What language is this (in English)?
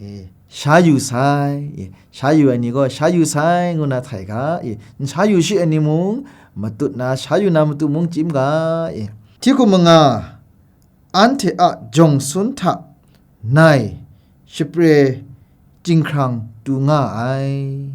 Kachin